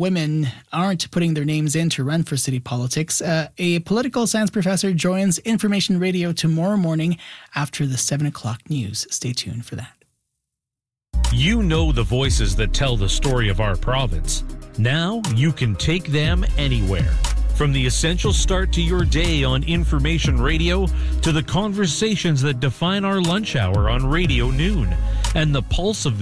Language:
English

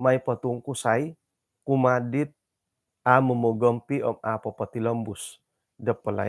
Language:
Central Dusun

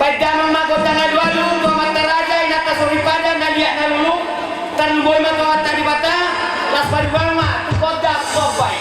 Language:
Batak Toba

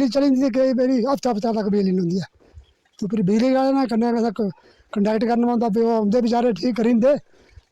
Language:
Dogri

